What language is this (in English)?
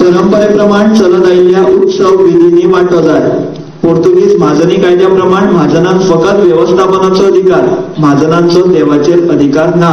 Konkani